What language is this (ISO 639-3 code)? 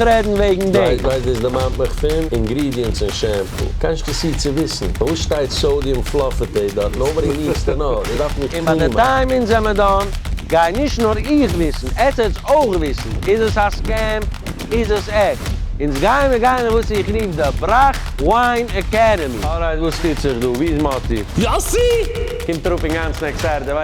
yid